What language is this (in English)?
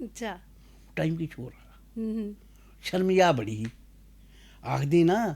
Dogri